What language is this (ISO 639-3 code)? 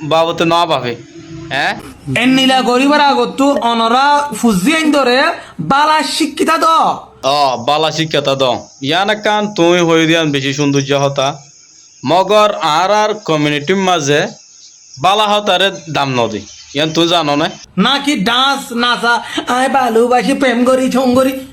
rhg